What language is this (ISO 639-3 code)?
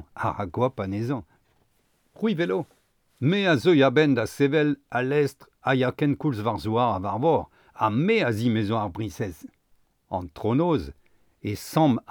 bre